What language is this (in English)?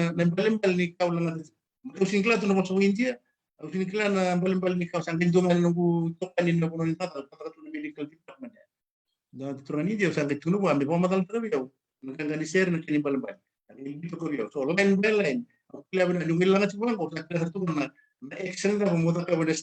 Fijian